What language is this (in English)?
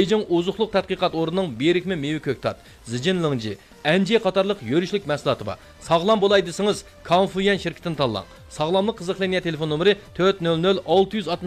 Uyghur